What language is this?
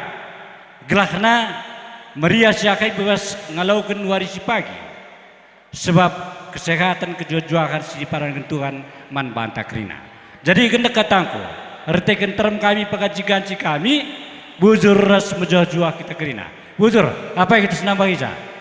Batak Karo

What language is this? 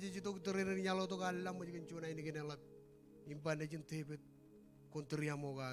Marshallese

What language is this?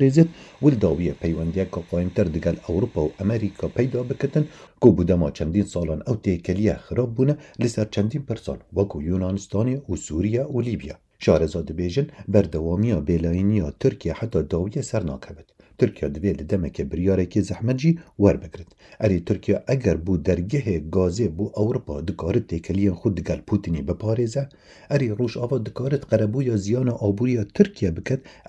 Kurdish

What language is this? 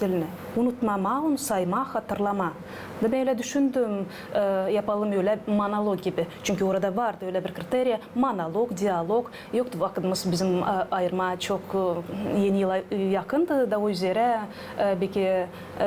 Gagauz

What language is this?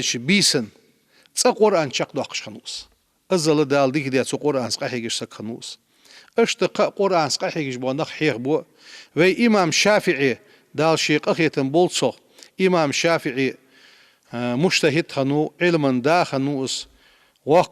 Ingush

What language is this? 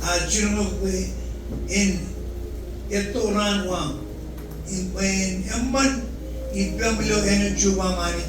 Marshallese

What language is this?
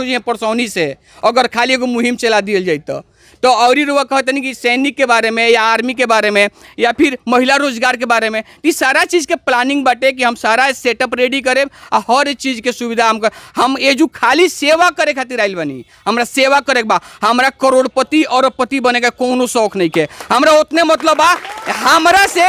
Bhojpuri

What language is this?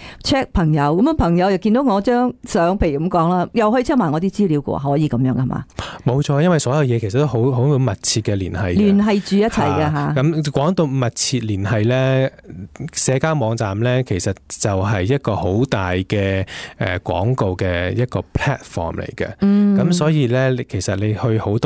Cantonese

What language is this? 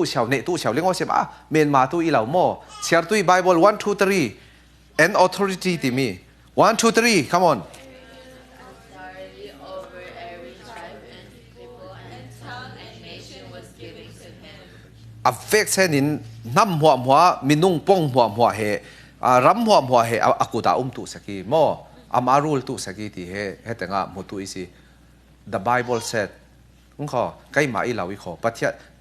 Falam Chin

